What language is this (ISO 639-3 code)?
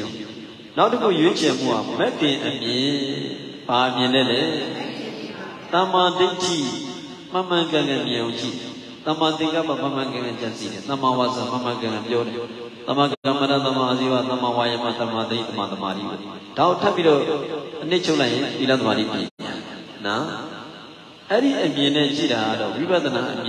mya